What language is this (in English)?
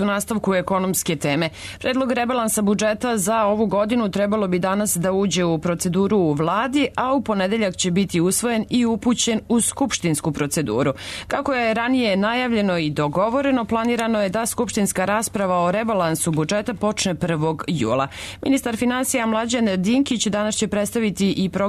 Serbian